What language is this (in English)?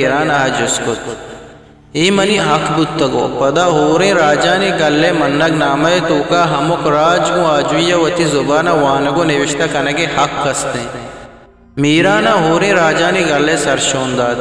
Eastern Balochi